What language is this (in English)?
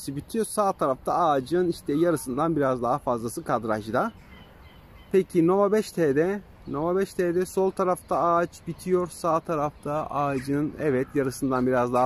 Turkish